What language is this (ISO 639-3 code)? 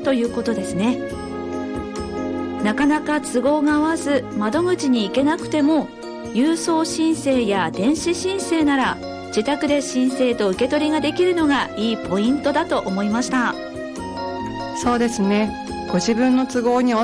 jpn